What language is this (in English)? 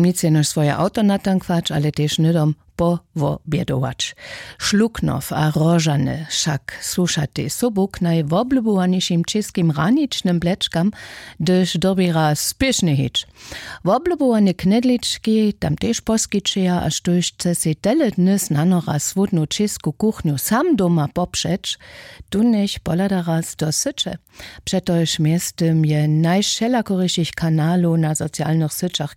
Upper Sorbian